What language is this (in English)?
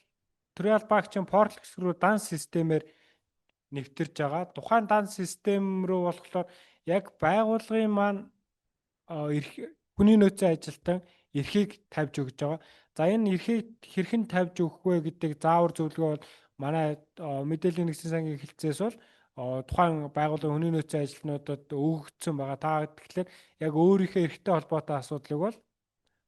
Mongolian